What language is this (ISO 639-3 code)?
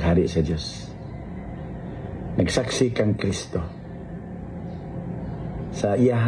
ceb